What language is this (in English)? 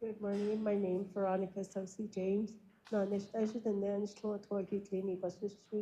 Navajo